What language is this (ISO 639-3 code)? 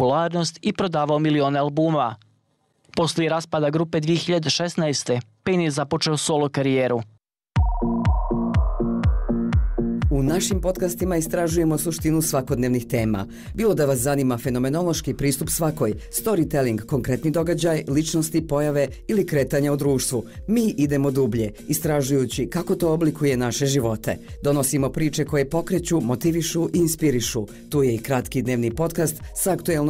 srp